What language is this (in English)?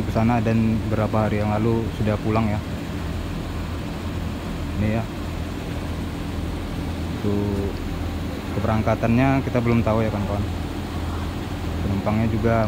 Indonesian